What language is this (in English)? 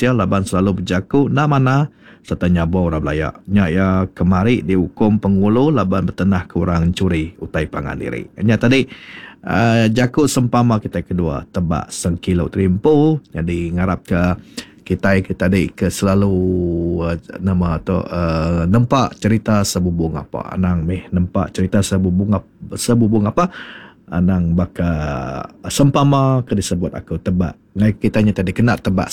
Iban